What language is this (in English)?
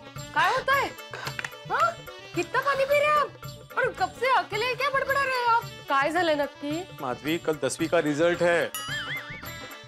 Hindi